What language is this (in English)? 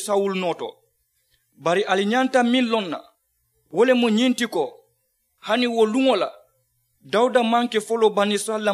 Mandingo